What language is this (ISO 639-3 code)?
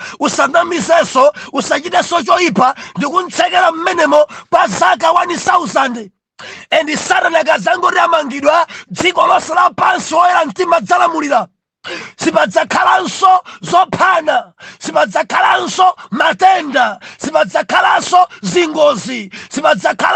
nya